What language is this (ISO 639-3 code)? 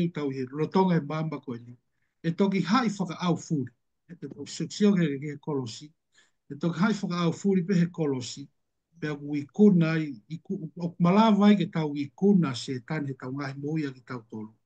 ton